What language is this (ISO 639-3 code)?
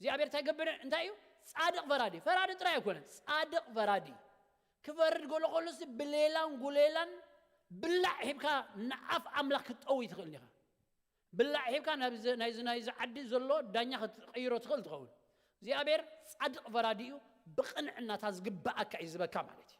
tir